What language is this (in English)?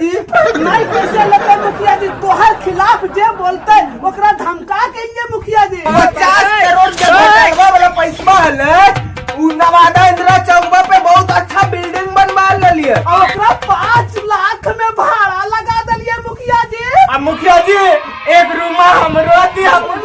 Magahi